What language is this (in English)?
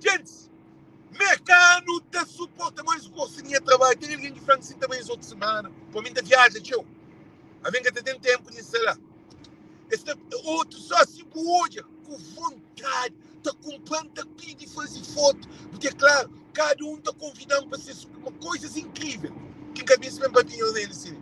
Kabuverdianu